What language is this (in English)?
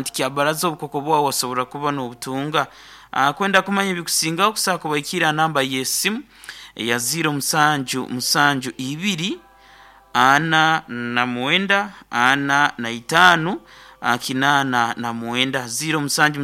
Nyoro